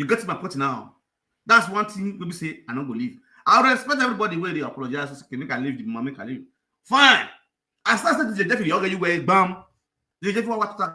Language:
Nigerian Pidgin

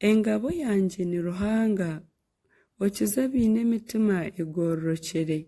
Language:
Nyankole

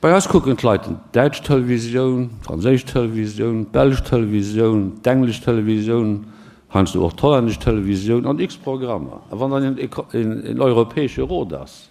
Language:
Luxembourgish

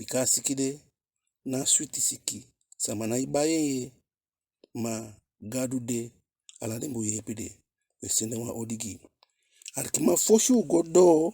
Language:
Eastern Maroon Creole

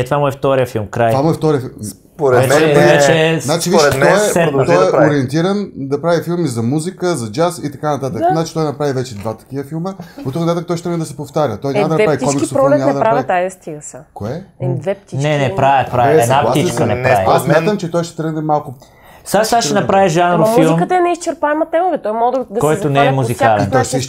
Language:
Bulgarian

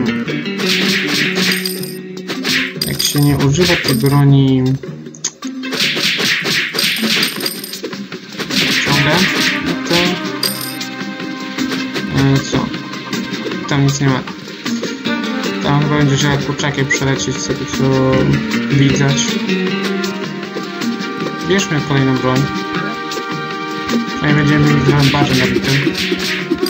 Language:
Polish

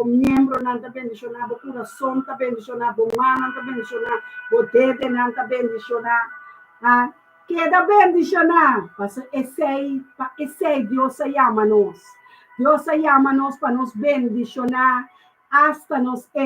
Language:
Papiamento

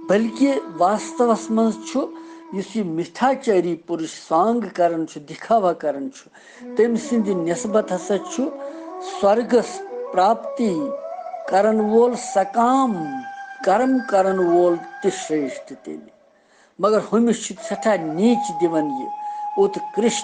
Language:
Kashmiri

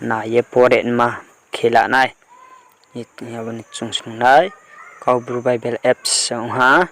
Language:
Riang (India)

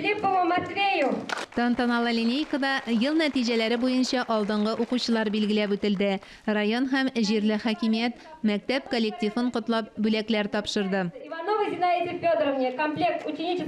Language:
Tatar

